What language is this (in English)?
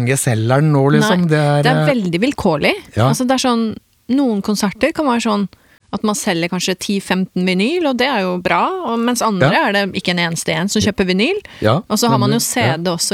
Norwegian